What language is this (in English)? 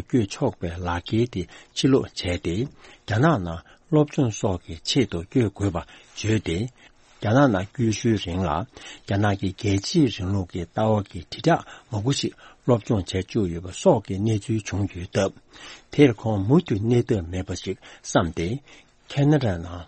Tibetan